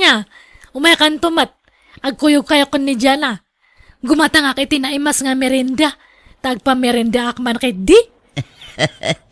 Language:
Iloko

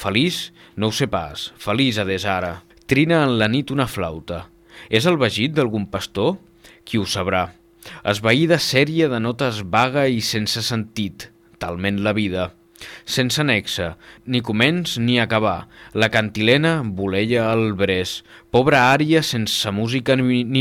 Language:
Catalan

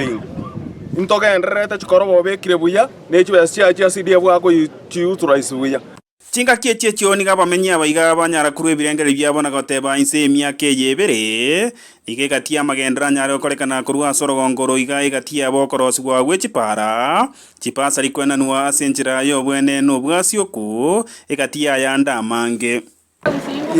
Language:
Gusii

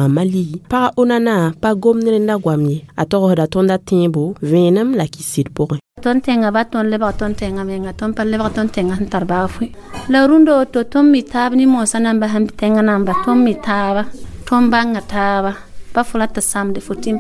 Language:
Mossi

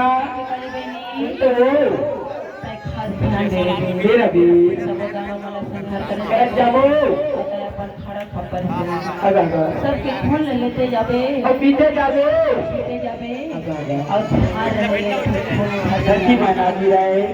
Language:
Chhattisgarhi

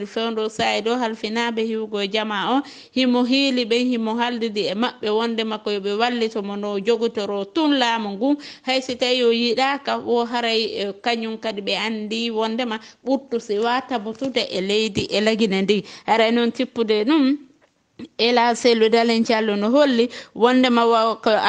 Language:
Fula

